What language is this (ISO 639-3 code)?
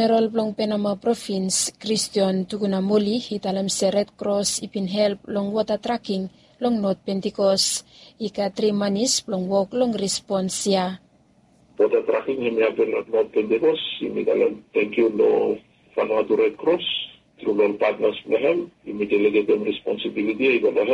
bis